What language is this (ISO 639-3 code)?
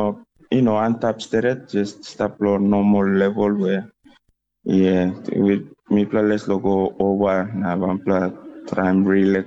tpi